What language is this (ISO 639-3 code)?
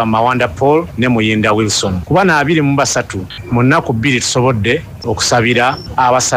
lug